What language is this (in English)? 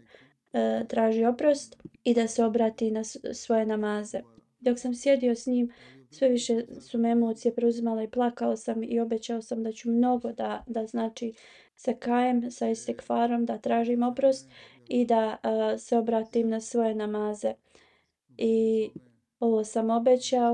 Bosnian